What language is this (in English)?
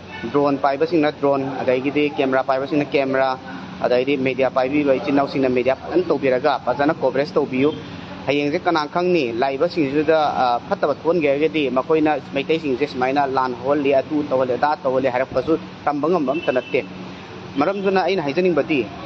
Manipuri